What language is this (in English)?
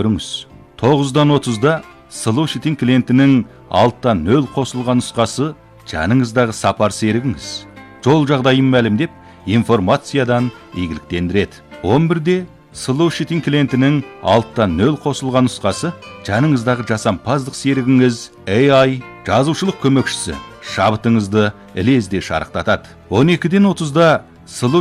Kazakh